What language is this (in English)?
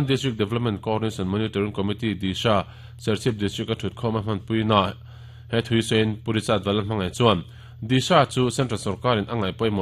Mizo